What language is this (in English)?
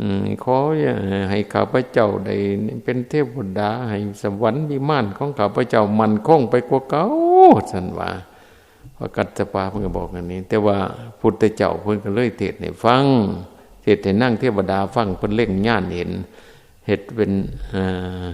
Northeastern Thai